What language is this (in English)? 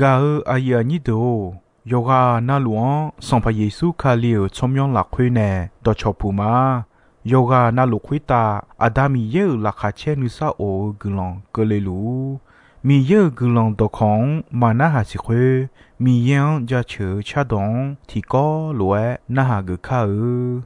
Akha